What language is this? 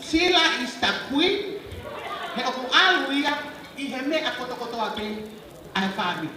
Tongan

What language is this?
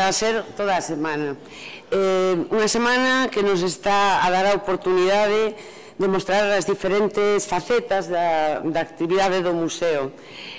Galician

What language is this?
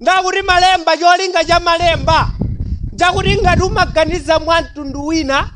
Nyanja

